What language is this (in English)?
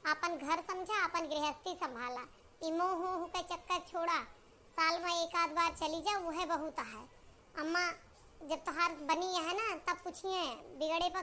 Awadhi